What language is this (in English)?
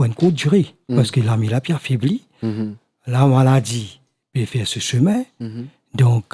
Morisyen